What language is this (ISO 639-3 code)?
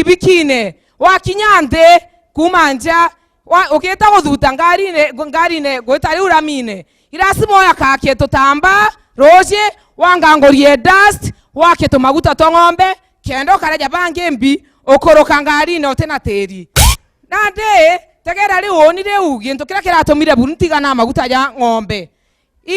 mer